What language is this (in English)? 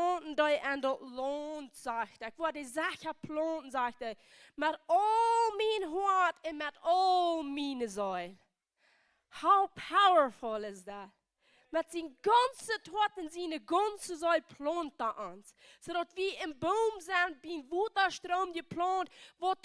Plautdietsch